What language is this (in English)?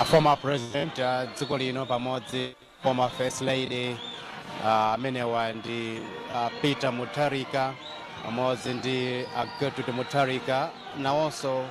Nyanja